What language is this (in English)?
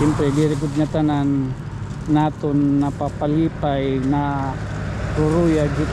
Waray